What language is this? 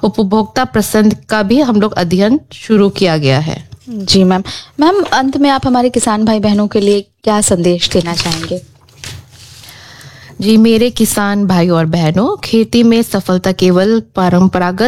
Hindi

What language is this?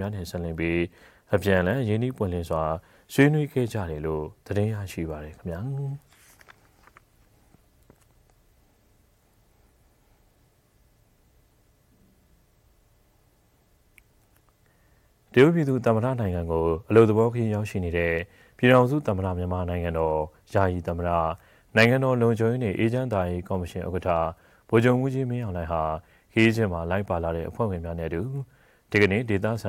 Burmese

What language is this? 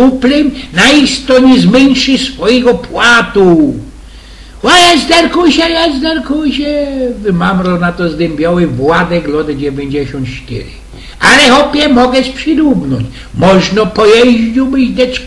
Silesian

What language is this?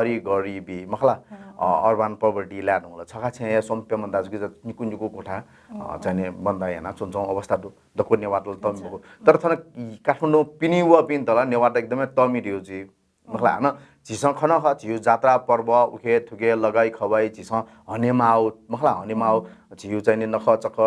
Newari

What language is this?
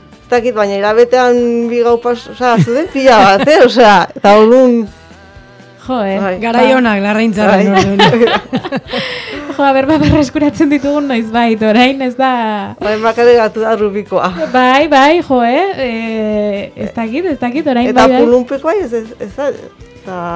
Basque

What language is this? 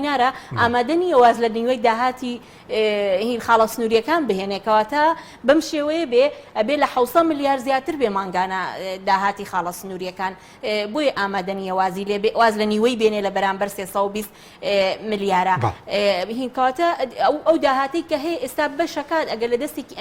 Central Kurdish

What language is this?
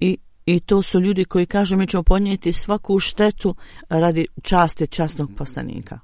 Bosnian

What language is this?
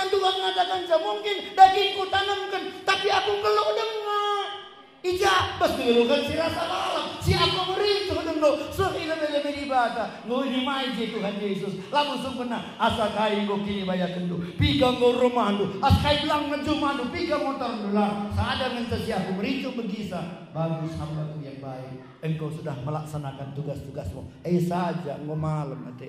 Batak Karo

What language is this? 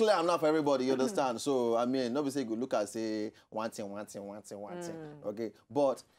Nigerian Pidgin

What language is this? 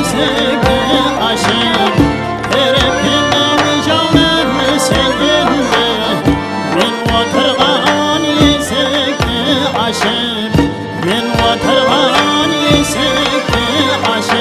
Kara-Kalpak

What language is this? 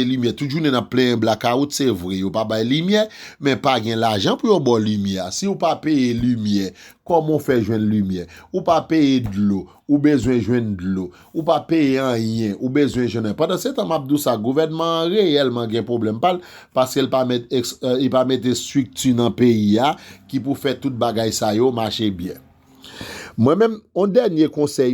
Haitian Creole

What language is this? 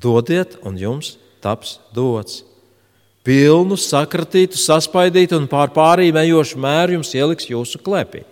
Latvian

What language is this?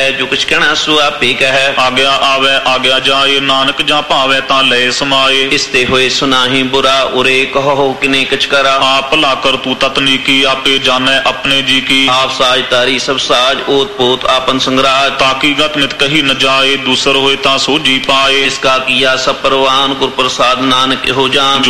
Punjabi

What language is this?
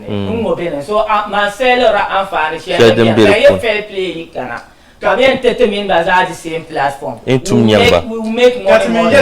Dagbani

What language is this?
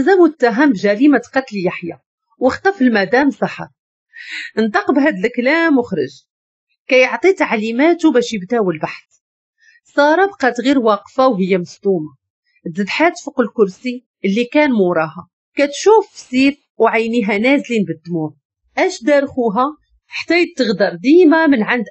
Moroccan Arabic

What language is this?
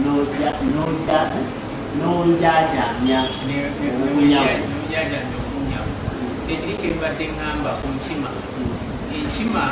Ganda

